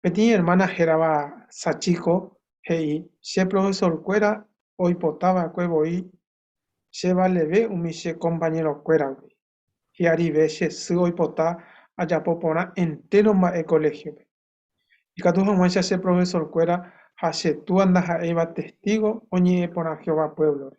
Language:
Guarani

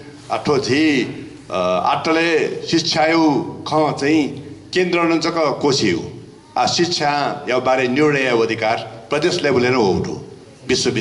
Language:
Newari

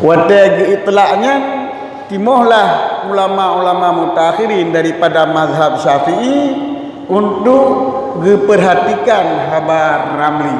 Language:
Achinese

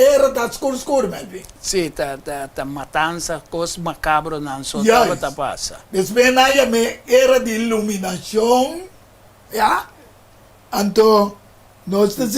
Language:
Papiamento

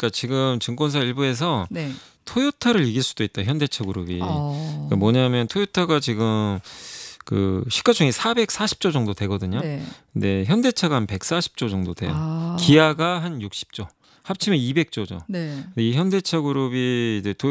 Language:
Korean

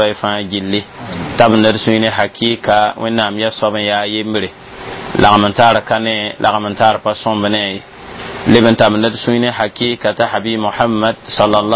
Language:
Mossi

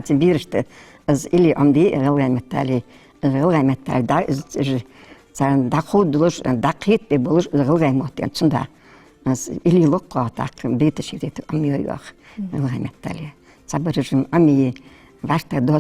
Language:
Ingush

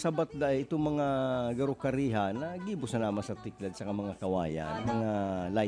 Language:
Bikol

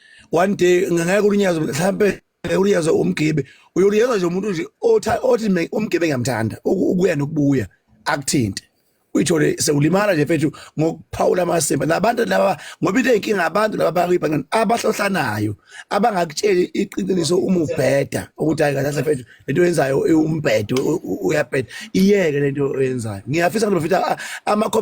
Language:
Zulu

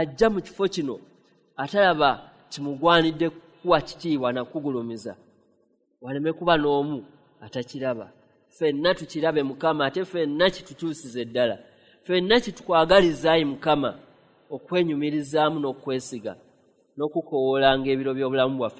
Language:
Ganda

